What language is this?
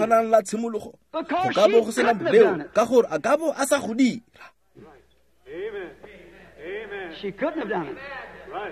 Tswana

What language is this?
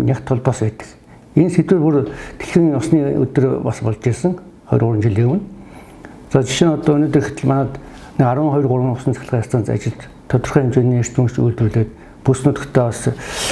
Mongolian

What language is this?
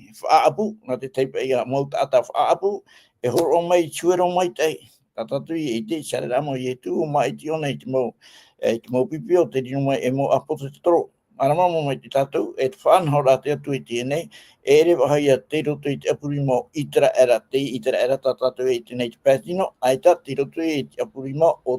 Tahitian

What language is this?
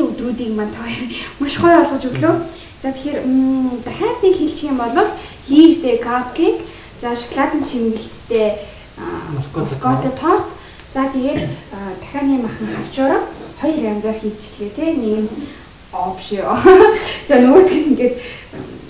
Mongolian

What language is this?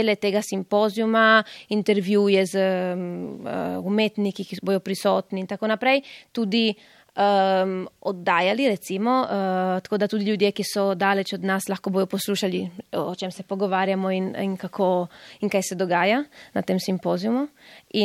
Slovenian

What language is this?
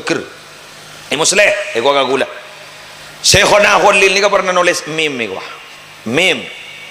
Madurese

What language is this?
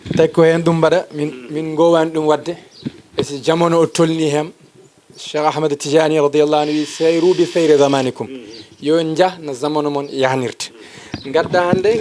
Fula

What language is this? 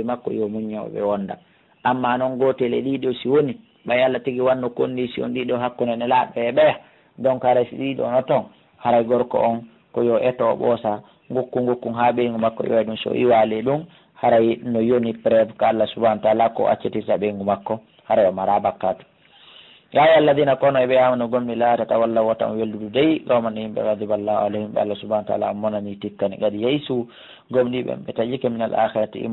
Pular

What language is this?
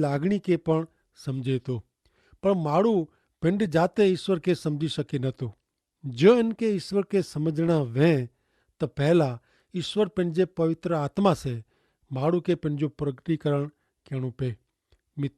Kachhi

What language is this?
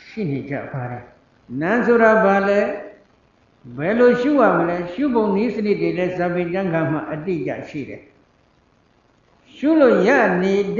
Burmese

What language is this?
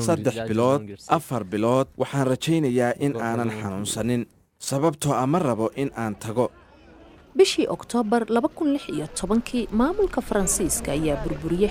Somali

